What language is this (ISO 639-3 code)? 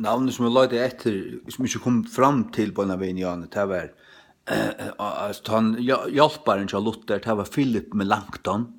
fao